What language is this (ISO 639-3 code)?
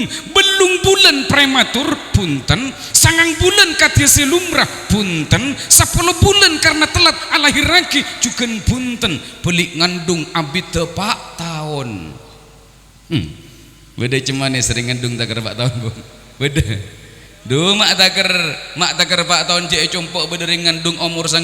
mad